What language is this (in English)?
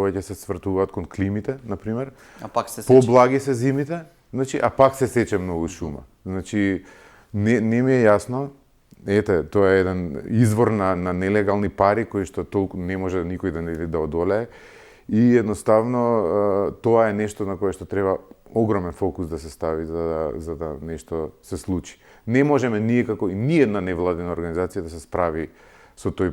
Macedonian